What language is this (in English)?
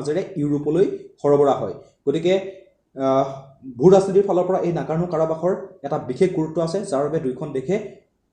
Assamese